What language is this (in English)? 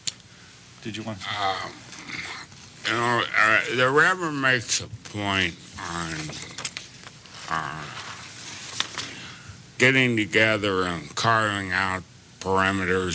English